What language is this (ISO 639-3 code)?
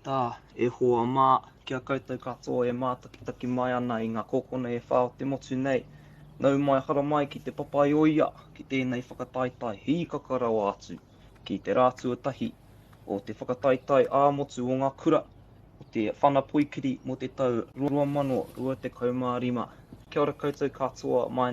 mri